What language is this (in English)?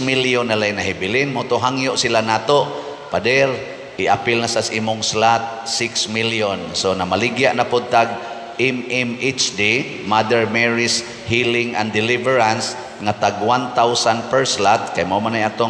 Cebuano